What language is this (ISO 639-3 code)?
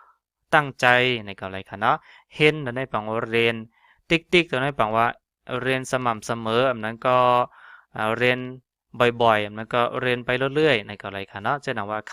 shn